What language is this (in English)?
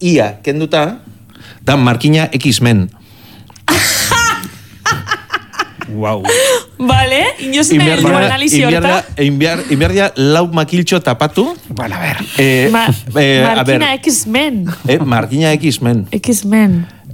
Basque